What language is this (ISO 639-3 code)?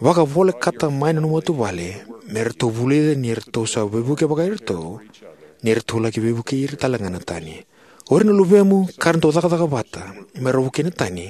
fij